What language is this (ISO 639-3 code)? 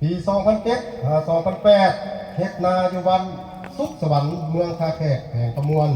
lao